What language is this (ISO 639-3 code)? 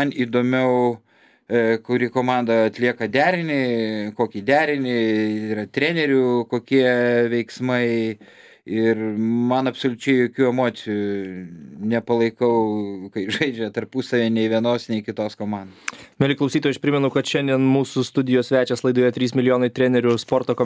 lit